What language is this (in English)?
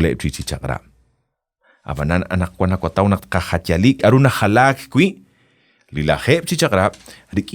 Kekchí